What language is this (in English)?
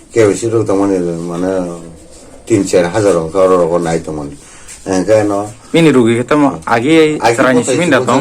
Kok Borok